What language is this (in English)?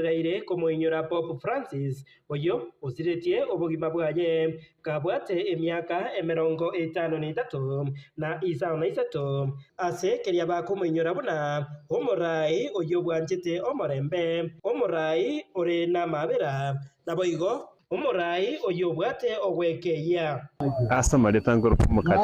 Gusii